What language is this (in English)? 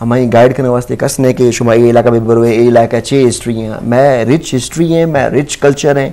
Eastern Balochi